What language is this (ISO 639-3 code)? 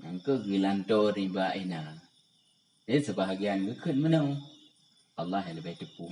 ace